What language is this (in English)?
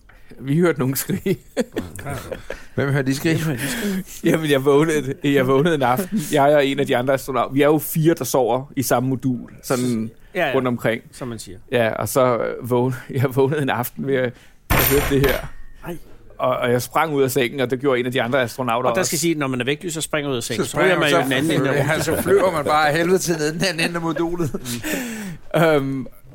Danish